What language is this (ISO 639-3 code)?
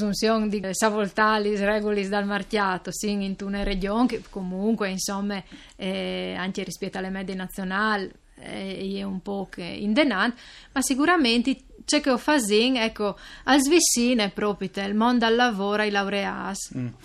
fur